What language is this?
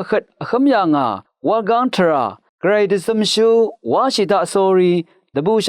Rawang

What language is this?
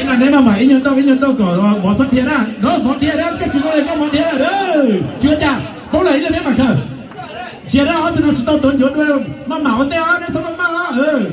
Hmong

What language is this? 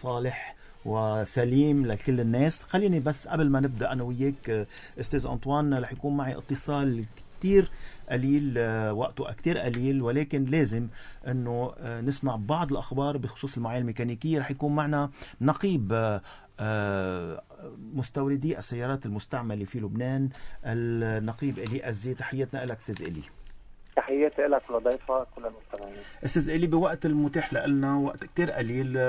North Levantine Arabic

